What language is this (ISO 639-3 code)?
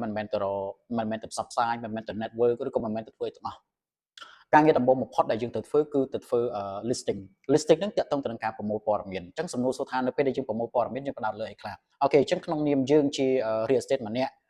khm